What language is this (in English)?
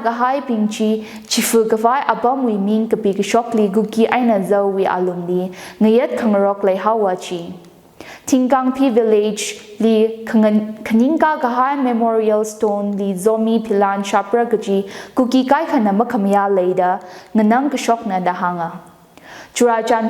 Tangkhul Naga (India)